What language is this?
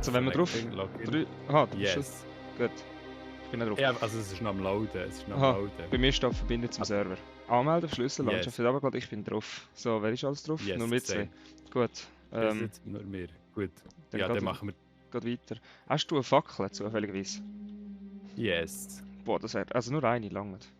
Swiss German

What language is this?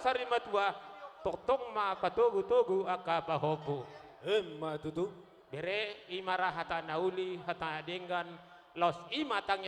Batak Toba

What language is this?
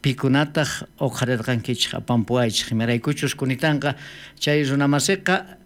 South Bolivian Quechua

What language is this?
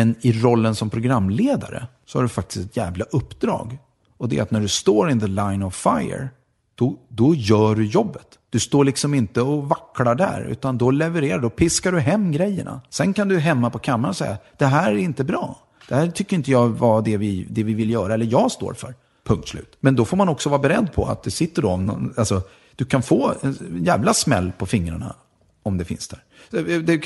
Swedish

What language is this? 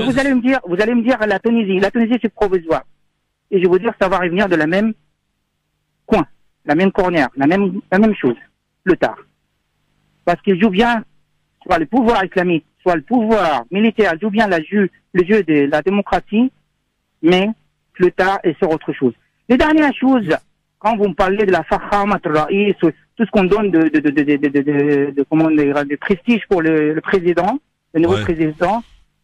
French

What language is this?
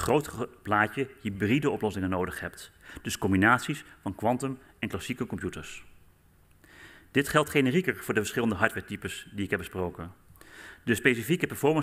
Dutch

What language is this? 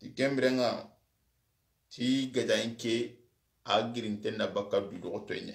Soninke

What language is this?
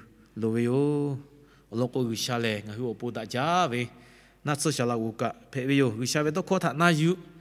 Lahu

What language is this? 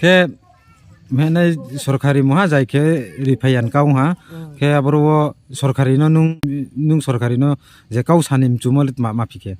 Riang (India)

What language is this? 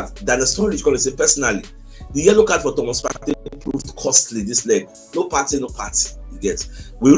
Nigerian Pidgin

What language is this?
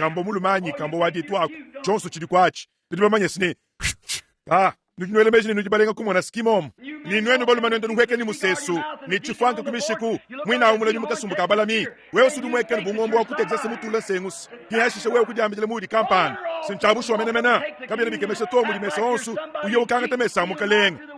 Luba-Lulua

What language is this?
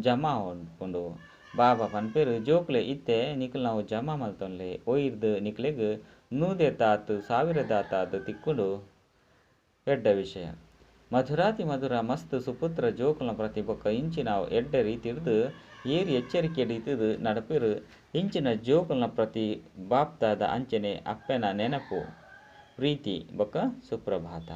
Tulu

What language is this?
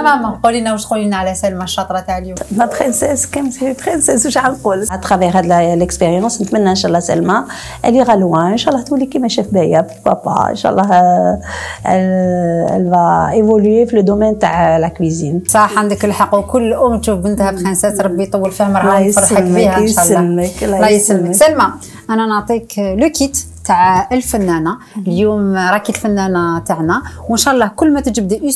Algerian Arabic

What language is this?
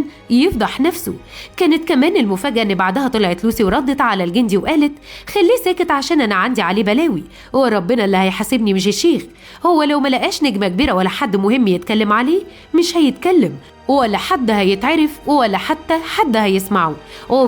Egyptian Arabic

